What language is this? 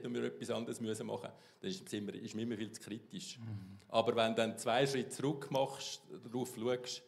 Swiss German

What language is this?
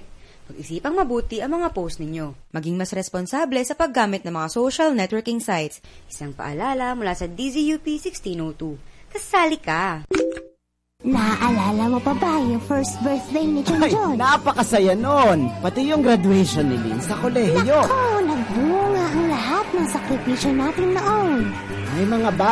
Filipino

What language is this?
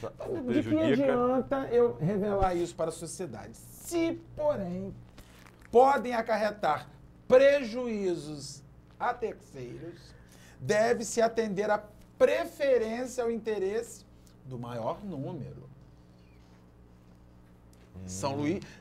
Portuguese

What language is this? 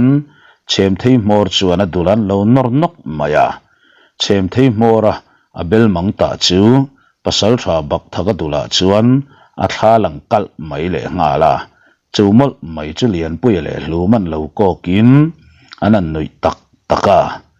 Mizo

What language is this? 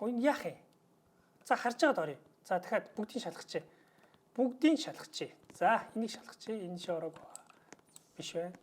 Mongolian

